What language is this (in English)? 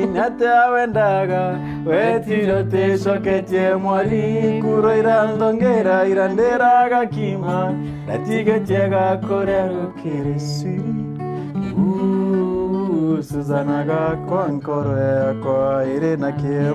Meru